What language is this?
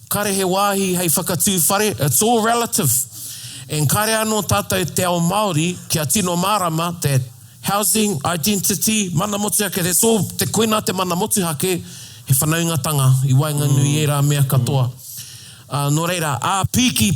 Māori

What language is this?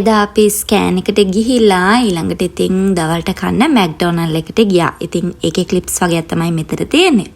Sinhala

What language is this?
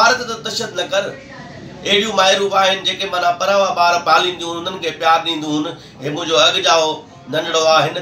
Sindhi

